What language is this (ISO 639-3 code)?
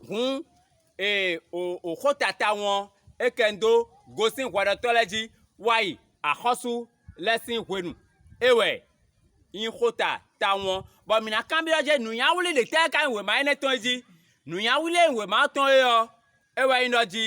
fon